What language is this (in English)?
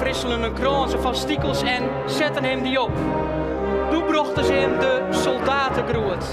Western Frisian